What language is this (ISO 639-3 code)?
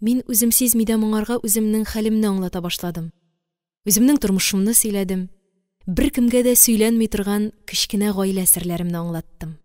tat